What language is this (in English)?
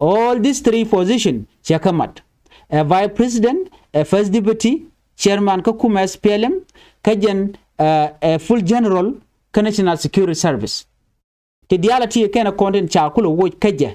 Nuer